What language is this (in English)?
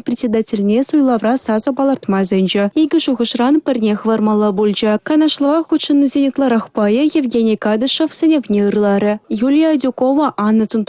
Chuvash